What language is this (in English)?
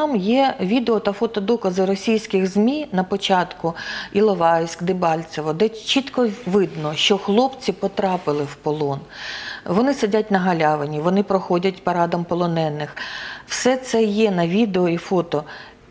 Ukrainian